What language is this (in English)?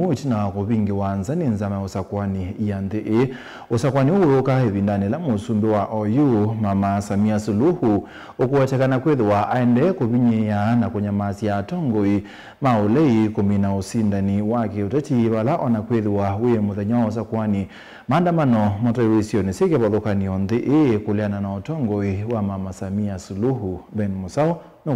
Kamba